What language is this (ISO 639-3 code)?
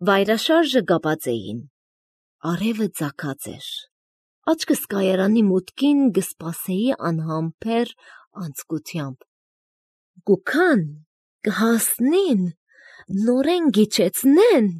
hye